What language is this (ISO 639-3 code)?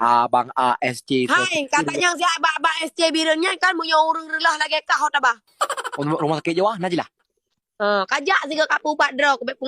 ace